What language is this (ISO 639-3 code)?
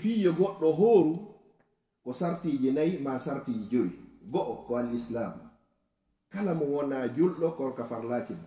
ful